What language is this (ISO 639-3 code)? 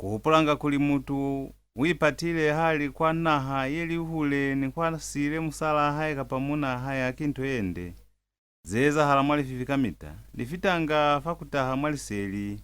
loz